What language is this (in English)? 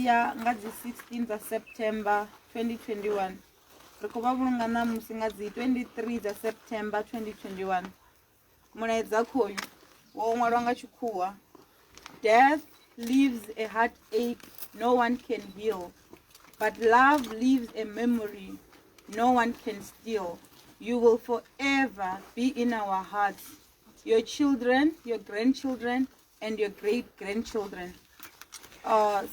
Venda